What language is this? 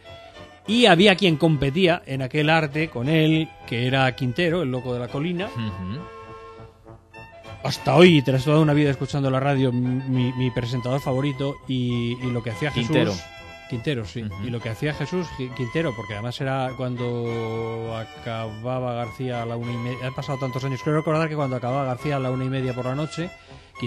Spanish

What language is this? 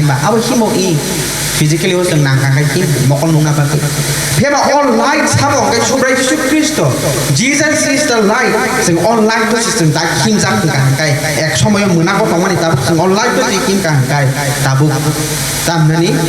Kok Borok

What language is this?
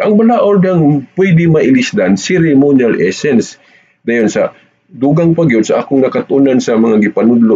Cebuano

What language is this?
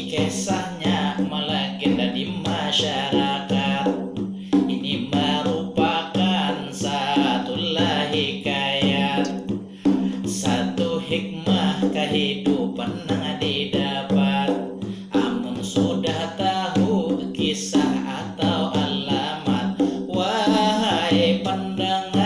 Banjar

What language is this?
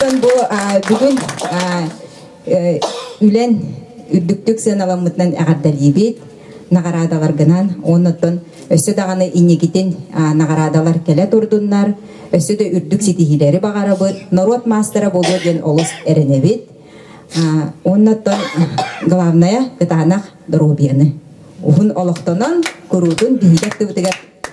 Yakut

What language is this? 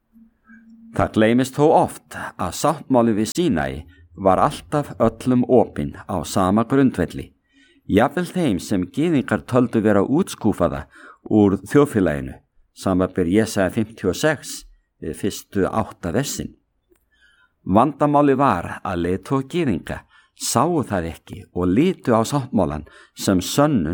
Icelandic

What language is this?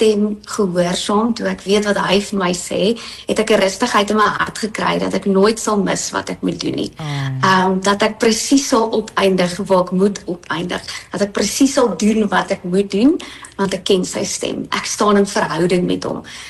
Afrikaans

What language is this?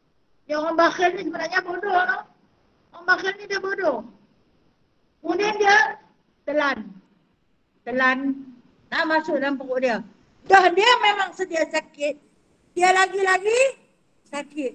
Malay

